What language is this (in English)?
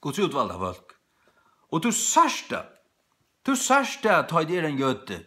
Faroese